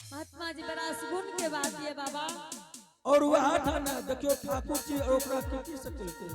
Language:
Angika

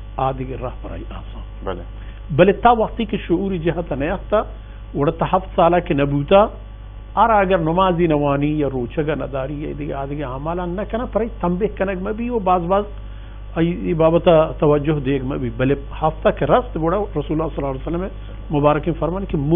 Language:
Baluchi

